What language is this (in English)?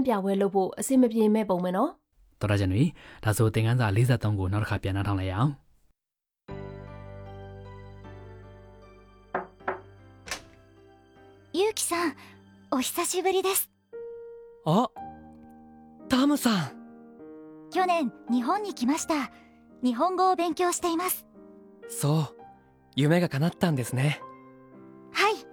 Burmese